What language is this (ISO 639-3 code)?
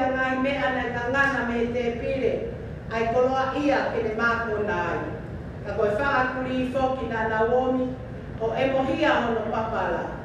ton